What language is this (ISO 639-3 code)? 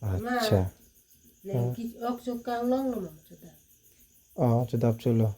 mjw